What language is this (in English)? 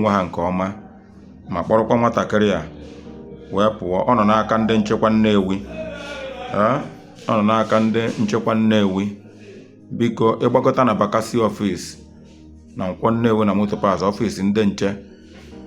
Igbo